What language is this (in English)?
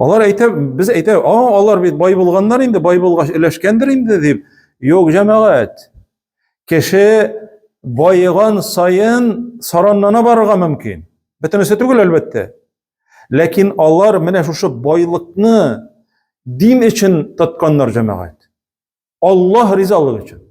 Tatar